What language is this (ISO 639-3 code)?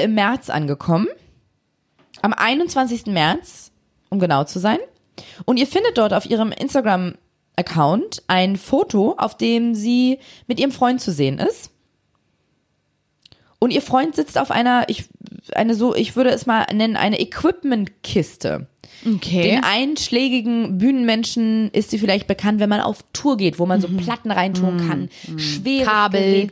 deu